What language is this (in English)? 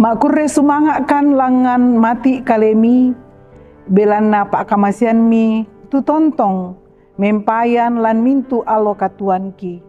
Toraja-Sa'dan